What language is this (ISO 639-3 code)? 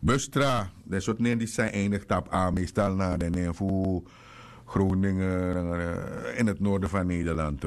srn